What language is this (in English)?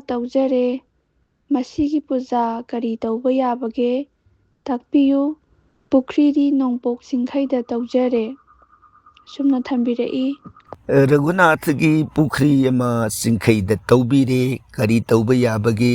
Manipuri